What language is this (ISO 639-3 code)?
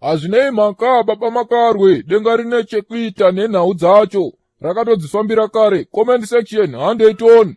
sna